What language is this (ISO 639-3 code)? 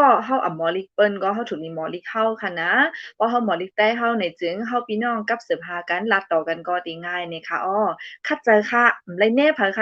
shn